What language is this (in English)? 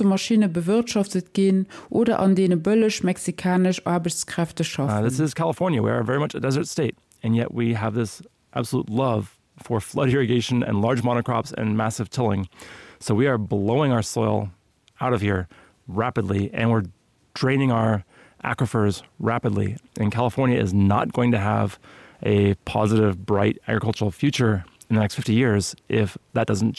Luxembourgish